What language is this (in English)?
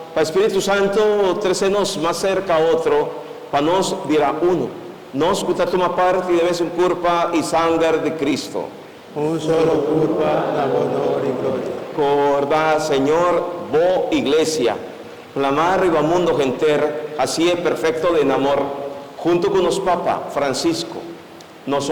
Papiamento